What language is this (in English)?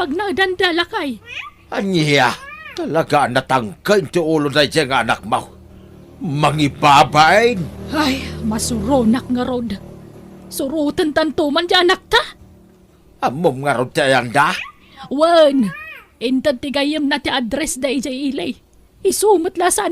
Iloko